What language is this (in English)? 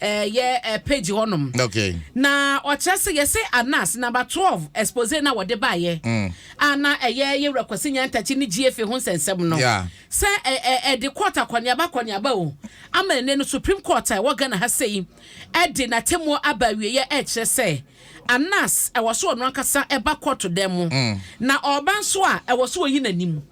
Akan